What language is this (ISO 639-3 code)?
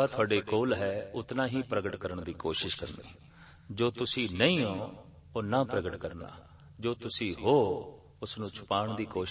pan